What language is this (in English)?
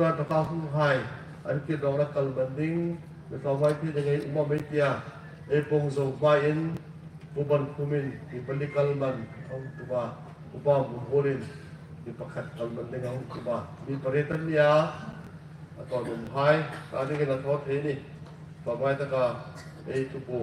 Hmar